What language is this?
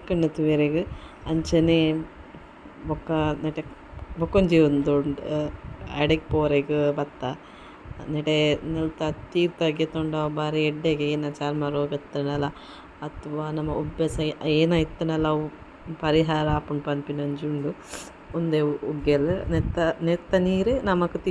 Tulu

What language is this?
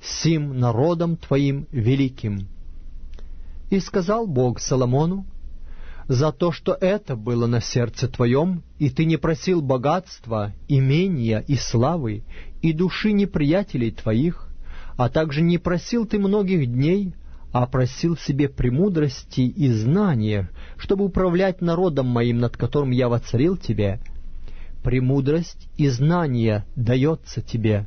Russian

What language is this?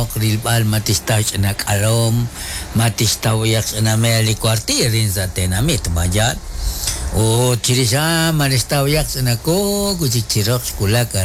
Kekchí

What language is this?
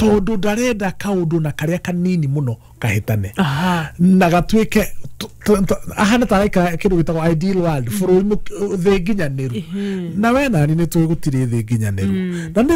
Kikuyu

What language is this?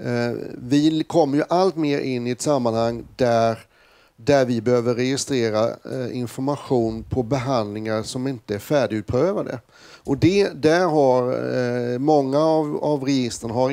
Swedish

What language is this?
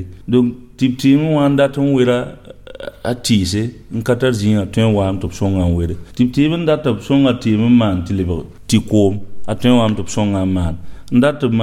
Mossi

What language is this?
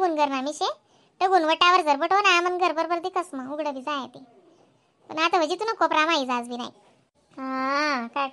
Khandesi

